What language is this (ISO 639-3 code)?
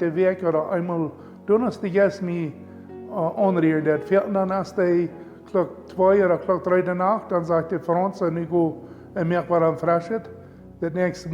pdt